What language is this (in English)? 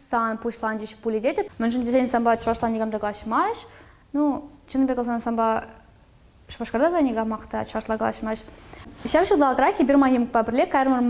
Chuvash